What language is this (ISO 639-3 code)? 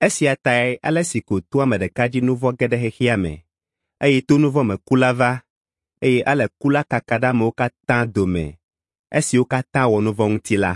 ewe